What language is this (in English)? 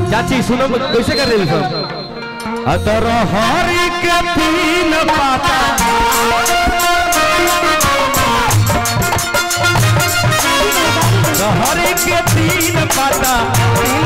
Bhojpuri